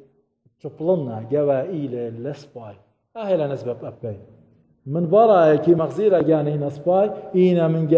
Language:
Assyrian Neo-Aramaic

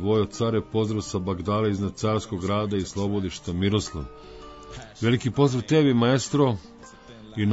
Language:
Serbian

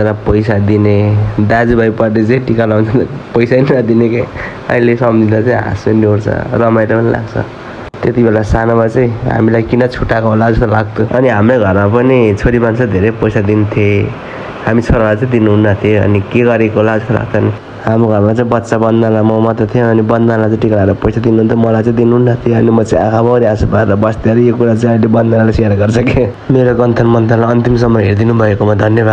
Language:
Nepali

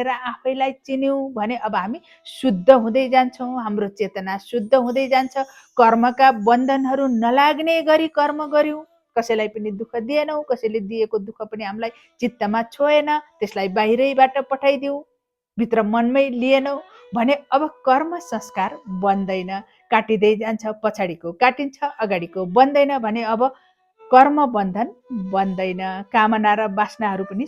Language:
Nepali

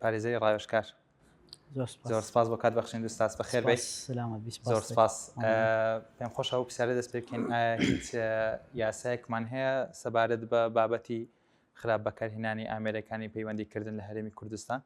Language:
Central Kurdish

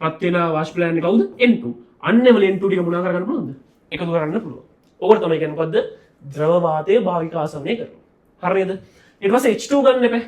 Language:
Sinhala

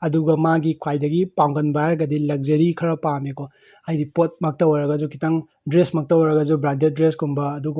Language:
Manipuri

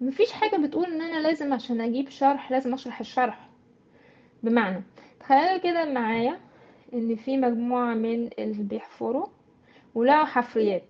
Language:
Egyptian Arabic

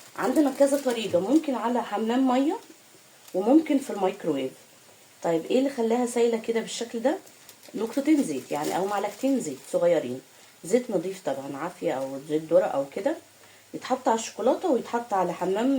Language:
Egyptian Arabic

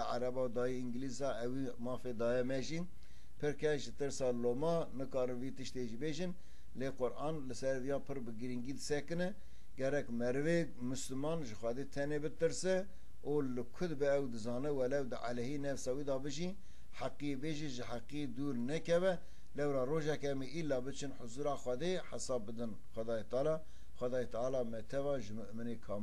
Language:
Kurdish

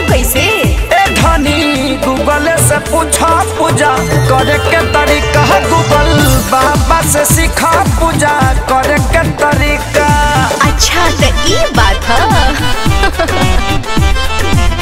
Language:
Bhojpuri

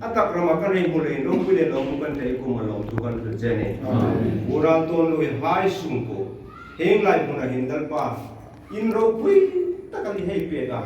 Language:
Hmar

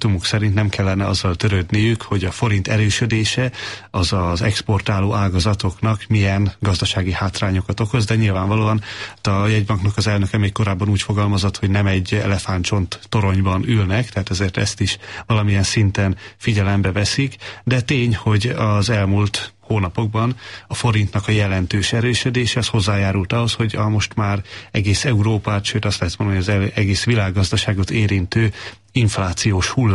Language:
Hungarian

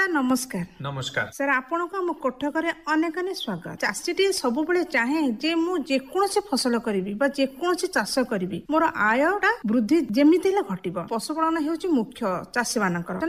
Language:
Odia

